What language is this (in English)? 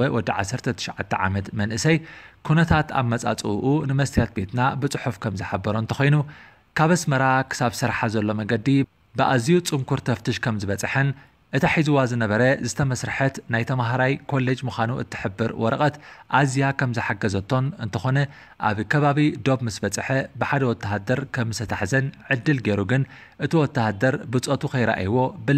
Tigrinya